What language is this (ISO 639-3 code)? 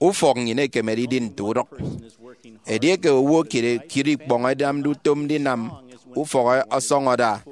efi